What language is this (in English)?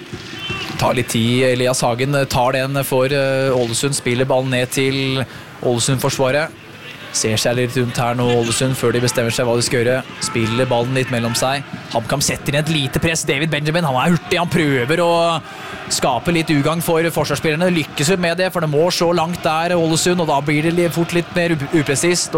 Norwegian